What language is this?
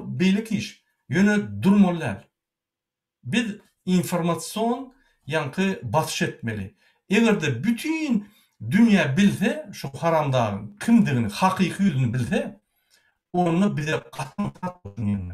Turkmen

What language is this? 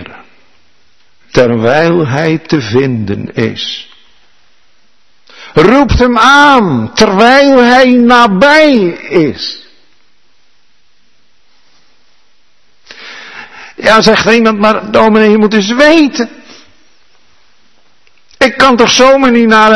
Dutch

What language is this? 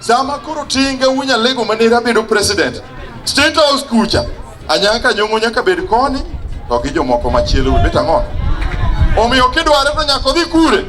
Luo (Kenya and Tanzania)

